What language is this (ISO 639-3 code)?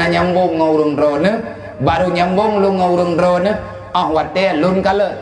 ace